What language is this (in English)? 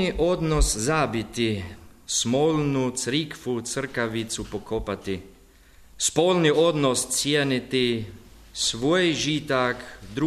Croatian